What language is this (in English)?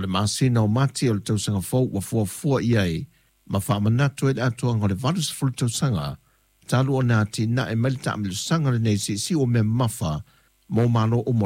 Samoan